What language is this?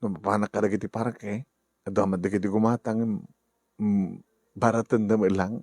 Iloko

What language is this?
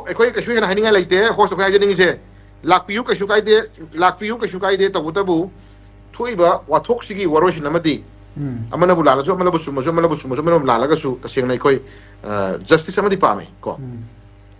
Manipuri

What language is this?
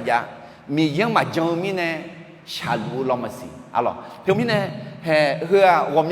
Akha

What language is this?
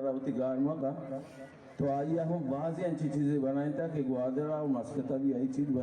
Baluchi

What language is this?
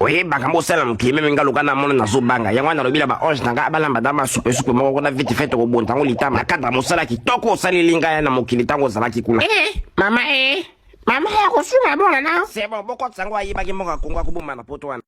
Lingala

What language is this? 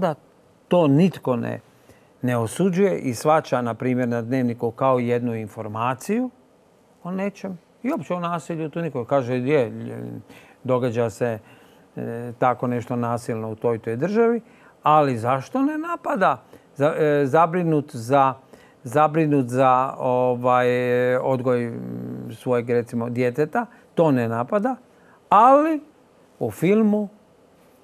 Croatian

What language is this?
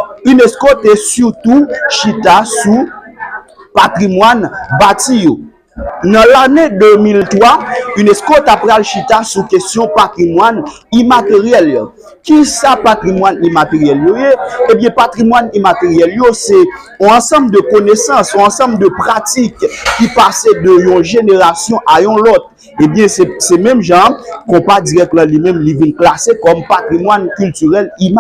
Haitian Creole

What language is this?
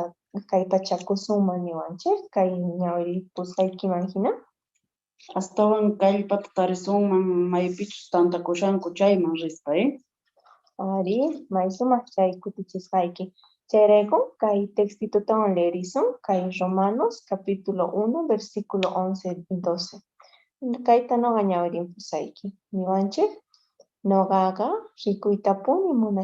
Quechua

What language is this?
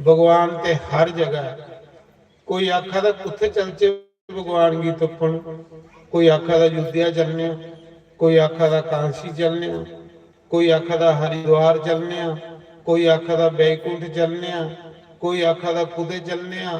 Dogri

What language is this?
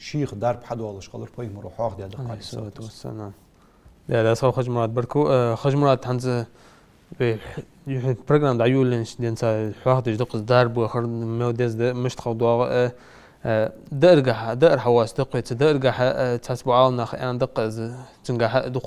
Ingush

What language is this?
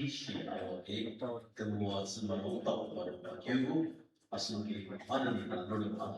Ao Naga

